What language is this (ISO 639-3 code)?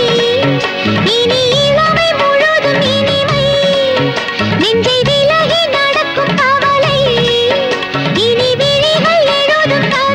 tam